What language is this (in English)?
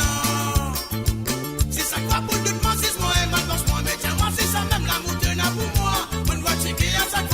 Morisyen